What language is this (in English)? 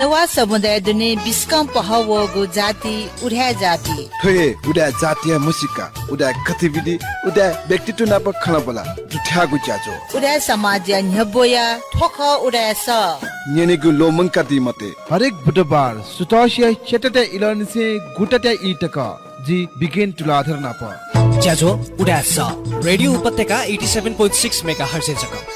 Newari